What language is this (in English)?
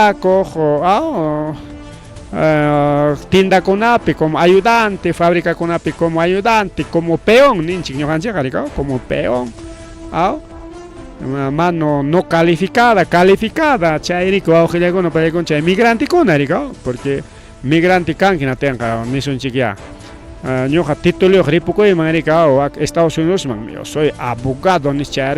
Ayacucho Quechua